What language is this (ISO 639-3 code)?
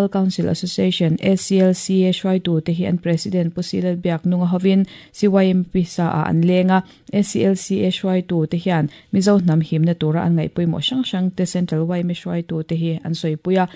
lus